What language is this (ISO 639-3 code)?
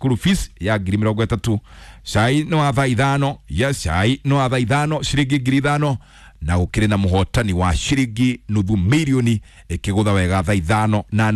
kik